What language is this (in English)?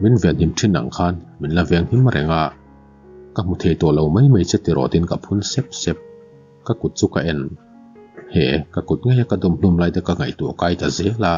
Mizo